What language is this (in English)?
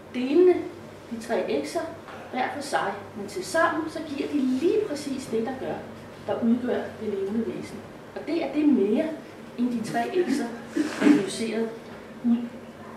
Danish